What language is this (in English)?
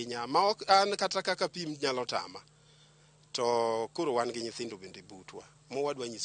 Luo (Kenya and Tanzania)